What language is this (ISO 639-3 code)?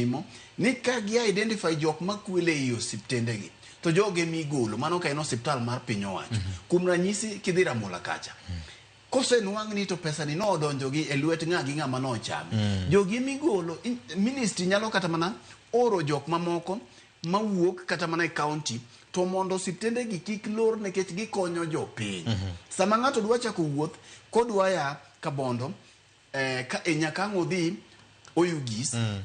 luo